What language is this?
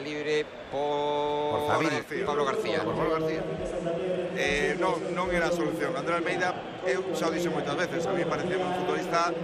Galician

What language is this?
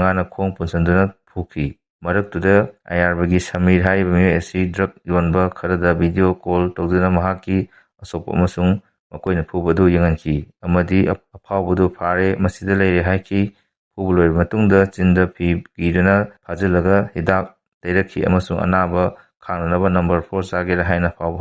Manipuri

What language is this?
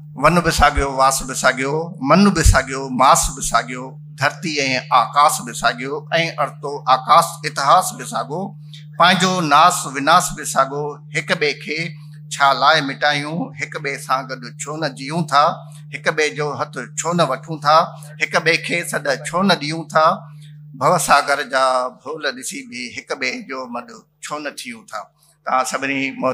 Sindhi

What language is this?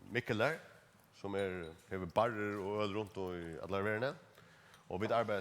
Faroese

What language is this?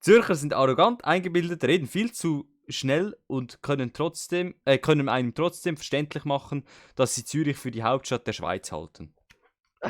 Swiss German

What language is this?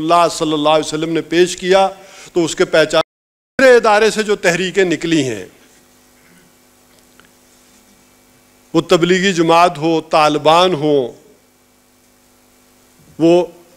Urdu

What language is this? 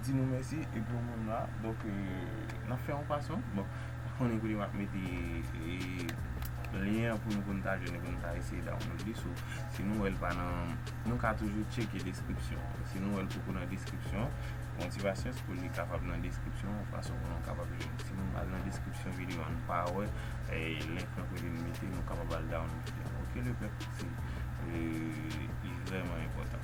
Haitian Creole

